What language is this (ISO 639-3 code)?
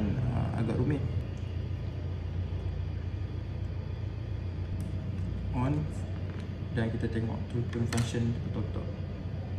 msa